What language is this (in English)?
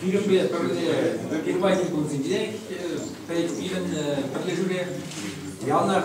Chuvash